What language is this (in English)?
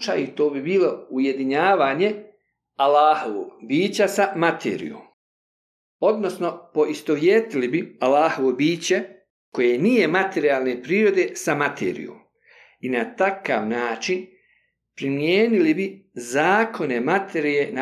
Bosnian